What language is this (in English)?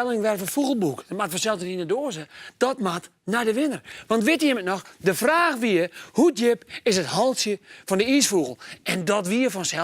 Western Frisian